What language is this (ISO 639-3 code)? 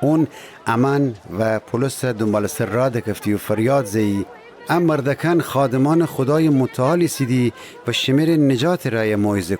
glk